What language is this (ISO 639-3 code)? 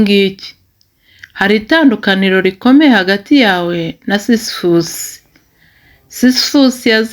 kin